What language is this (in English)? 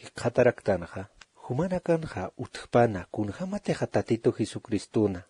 Aymara